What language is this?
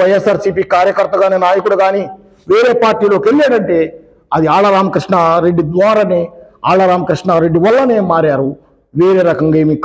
Telugu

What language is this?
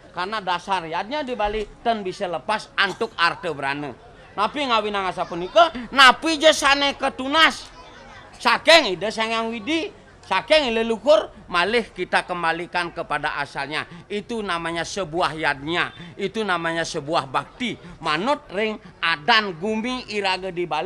Balinese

